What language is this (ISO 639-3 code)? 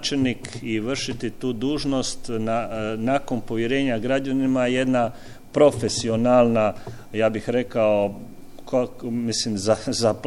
hrv